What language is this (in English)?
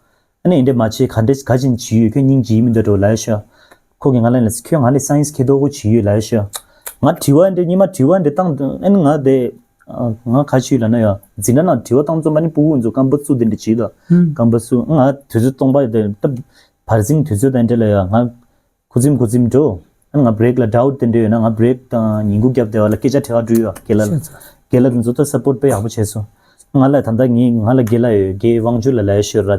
Tibetan